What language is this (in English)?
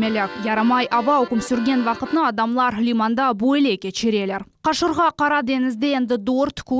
Crimean Tatar